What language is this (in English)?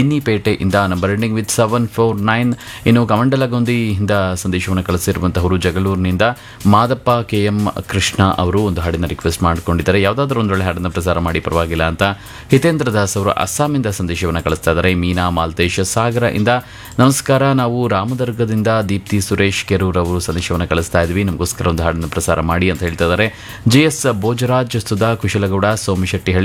Kannada